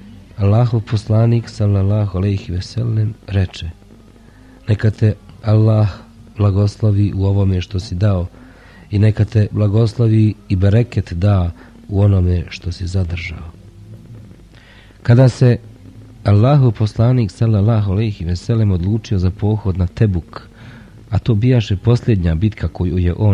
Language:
Bosnian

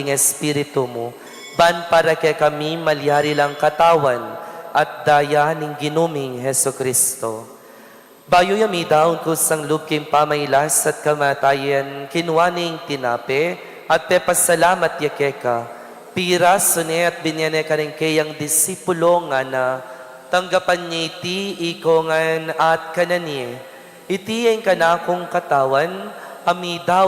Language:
Pampanga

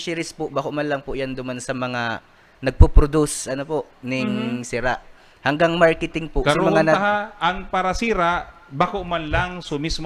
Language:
Bikol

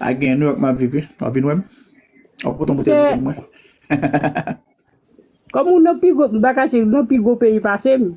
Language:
Haitian Creole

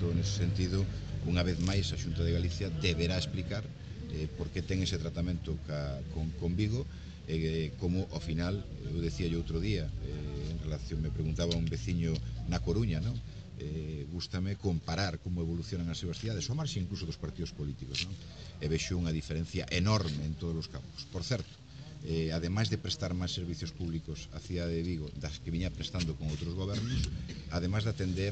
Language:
Galician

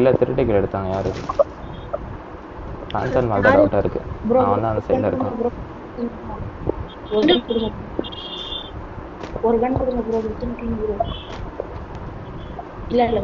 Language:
Tamil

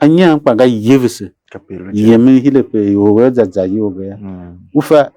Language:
Tiv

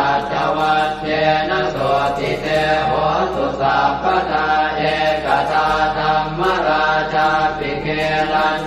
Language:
Pali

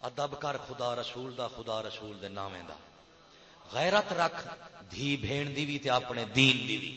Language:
Saraiki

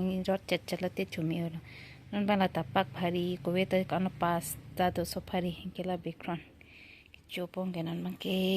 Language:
Karbi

